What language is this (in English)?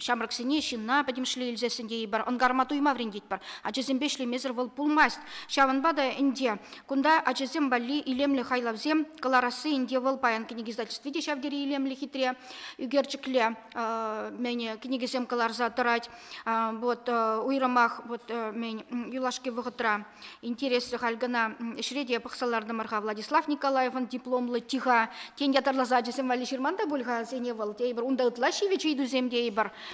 Chuvash